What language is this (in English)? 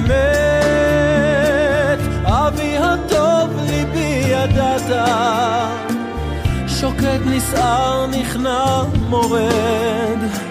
Hebrew